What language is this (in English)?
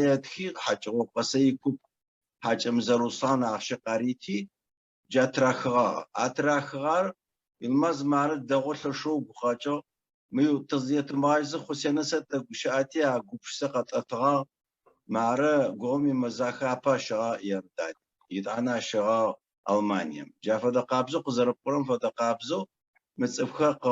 Adyghe